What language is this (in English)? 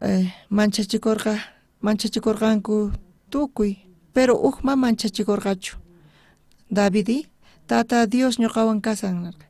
South Bolivian Quechua